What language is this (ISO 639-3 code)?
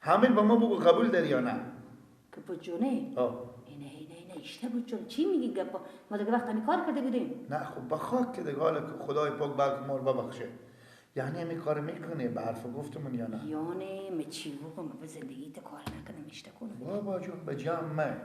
fas